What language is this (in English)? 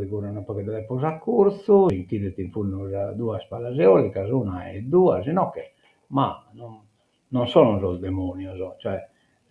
Sardinian